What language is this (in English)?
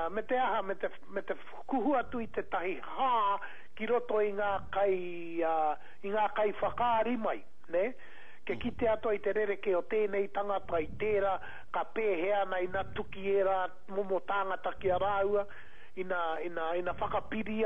Māori